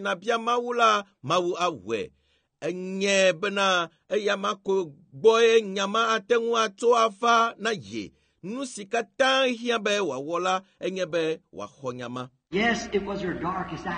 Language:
Ewe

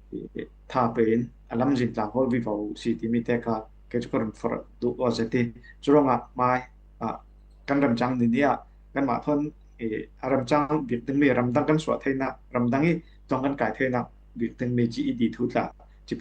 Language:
Falam Chin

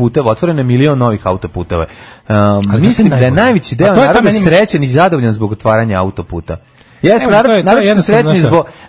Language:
Serbian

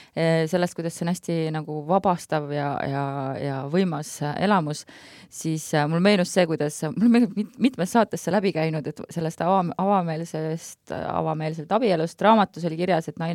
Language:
Estonian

